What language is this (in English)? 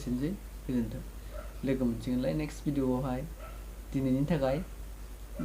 Bodo